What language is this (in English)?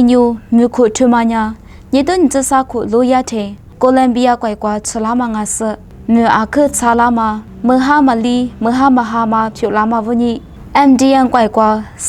Lisu